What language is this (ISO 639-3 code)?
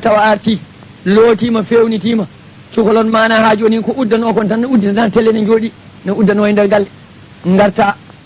ful